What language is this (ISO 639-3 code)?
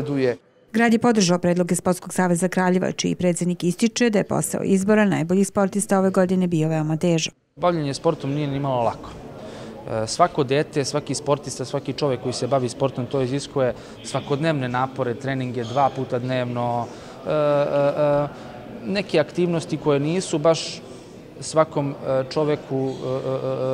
srp